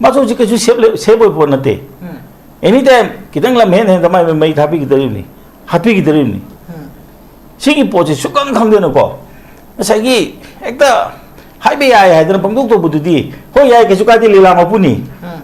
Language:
Manipuri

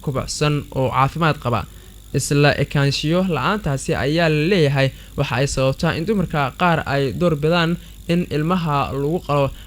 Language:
Somali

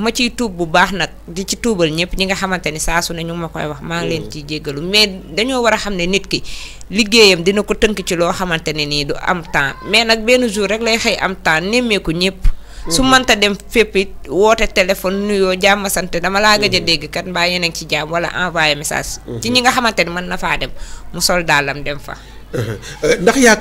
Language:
Wolof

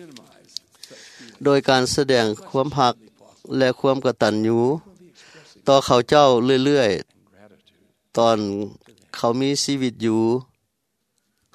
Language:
Thai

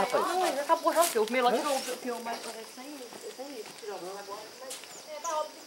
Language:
Portuguese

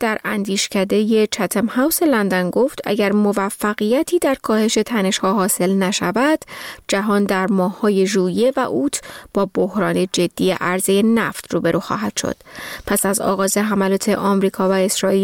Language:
Persian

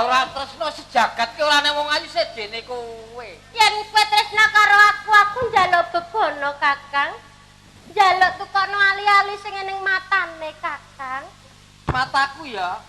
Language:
Javanese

